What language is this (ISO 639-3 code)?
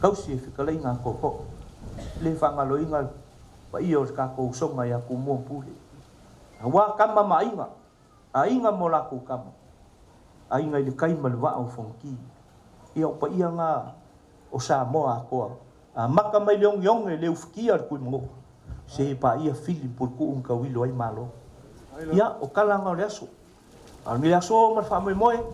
smo